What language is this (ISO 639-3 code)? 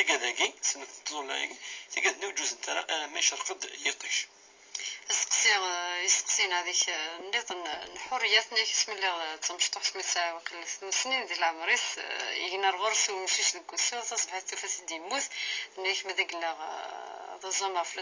kab